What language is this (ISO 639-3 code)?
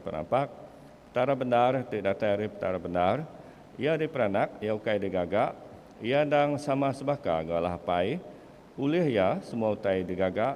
iba